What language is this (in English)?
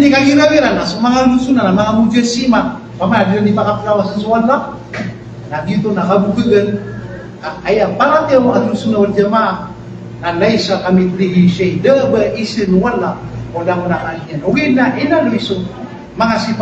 Maranao